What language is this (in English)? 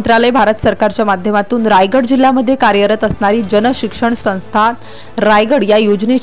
Marathi